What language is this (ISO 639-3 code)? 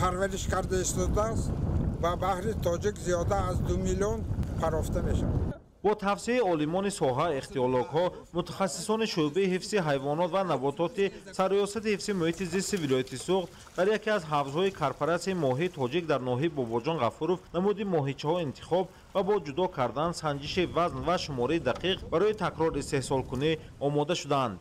tgk